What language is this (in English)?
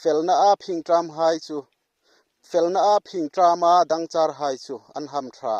Hmar